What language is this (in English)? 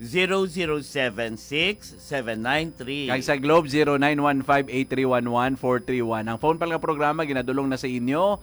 Hiligaynon